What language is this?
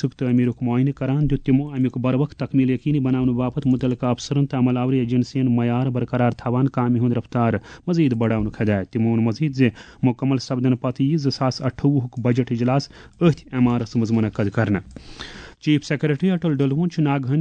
Kashmiri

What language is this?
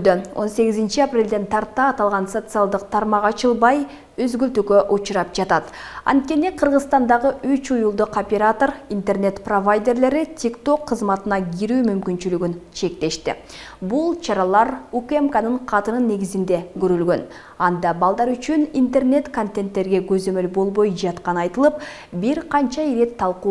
Kyrgyz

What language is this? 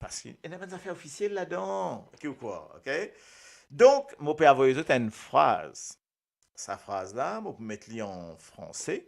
Morisyen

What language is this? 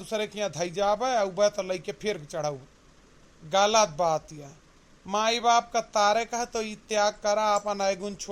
Awadhi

